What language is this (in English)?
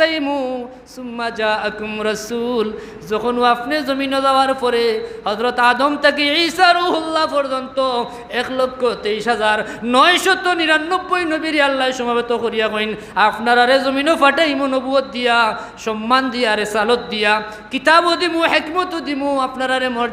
Sylheti